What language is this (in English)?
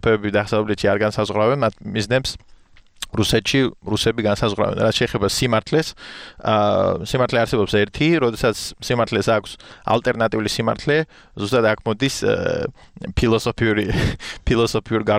Georgian